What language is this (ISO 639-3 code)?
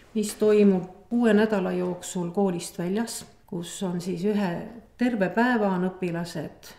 est